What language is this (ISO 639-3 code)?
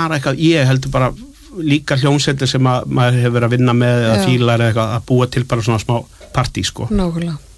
isl